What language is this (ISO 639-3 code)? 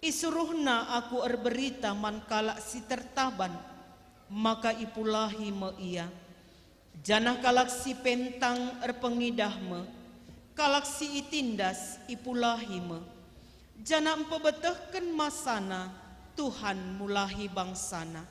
btx